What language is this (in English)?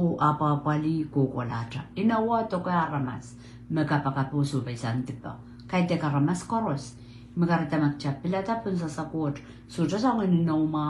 Pohnpeian